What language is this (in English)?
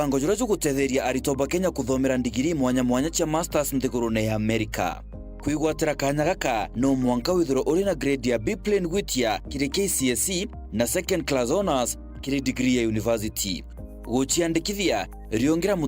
Meru